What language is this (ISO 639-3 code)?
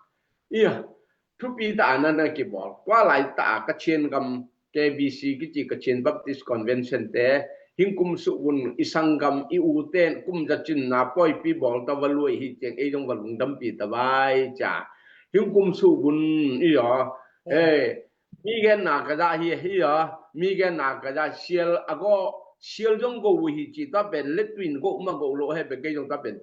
ctd